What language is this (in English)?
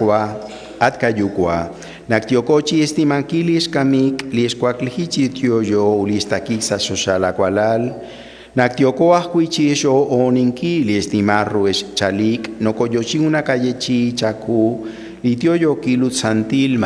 Kekchí